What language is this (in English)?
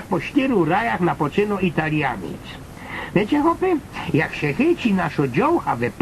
Silesian